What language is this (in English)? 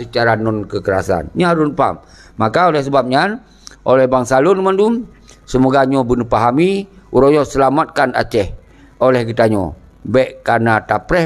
Achinese